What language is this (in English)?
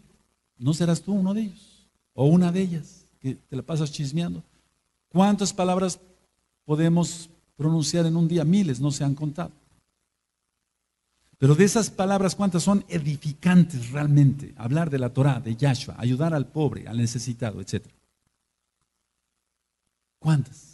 Spanish